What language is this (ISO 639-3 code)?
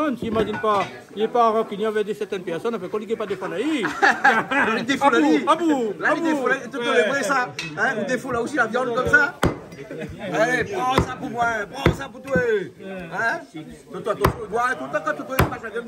rcf